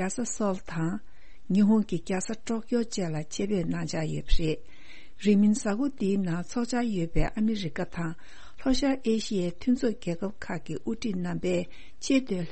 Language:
Tibetan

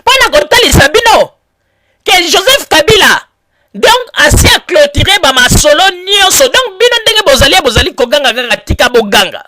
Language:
Lingala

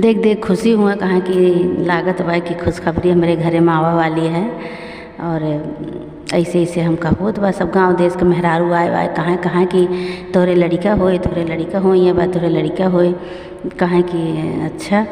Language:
Awadhi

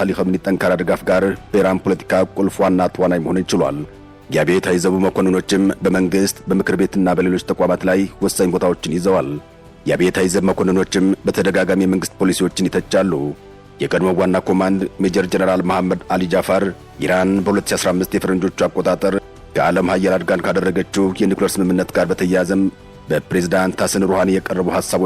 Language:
Amharic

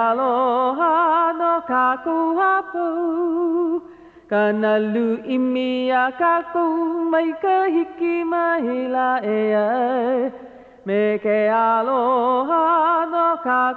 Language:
Hawaiian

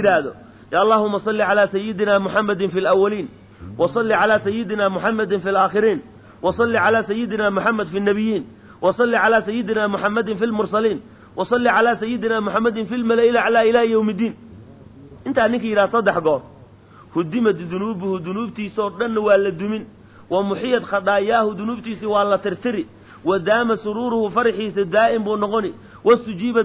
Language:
Somali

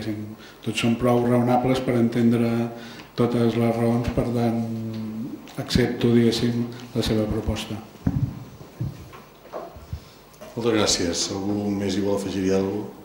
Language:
Catalan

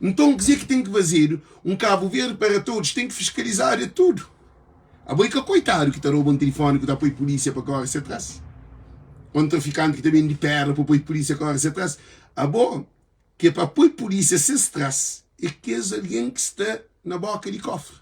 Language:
Kabuverdianu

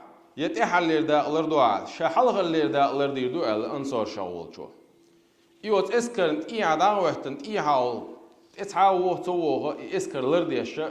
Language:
Chechen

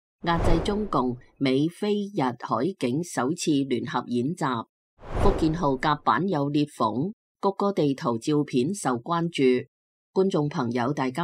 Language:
Cantonese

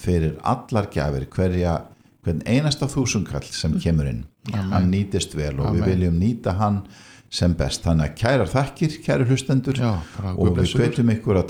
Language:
Icelandic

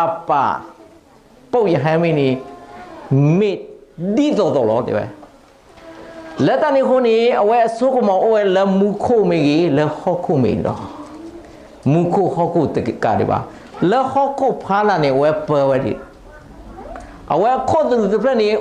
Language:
S'gaw Karen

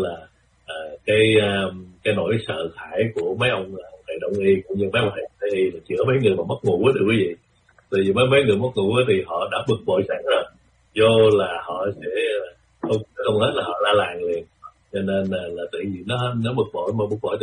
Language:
Vietnamese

